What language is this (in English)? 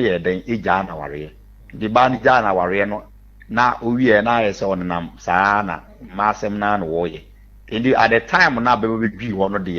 Akan